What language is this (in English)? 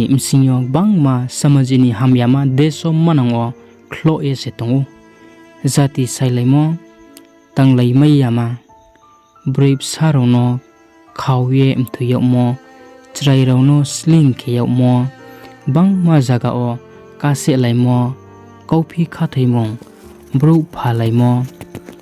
Riang (India)